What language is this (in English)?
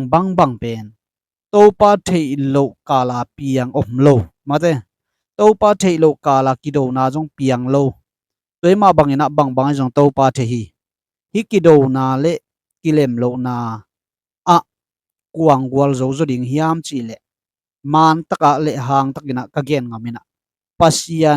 Tedim Chin